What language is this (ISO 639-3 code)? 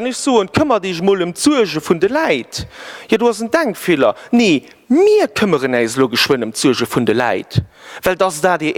ltz